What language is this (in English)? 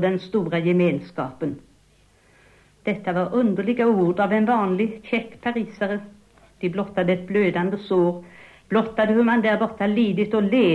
Swedish